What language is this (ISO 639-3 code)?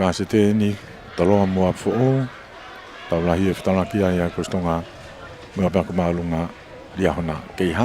ton